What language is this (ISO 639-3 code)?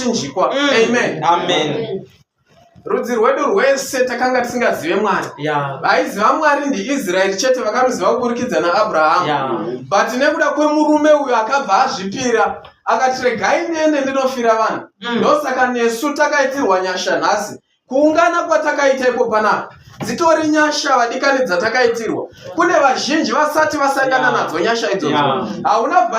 sna